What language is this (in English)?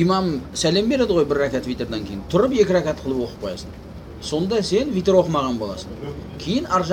Kazakh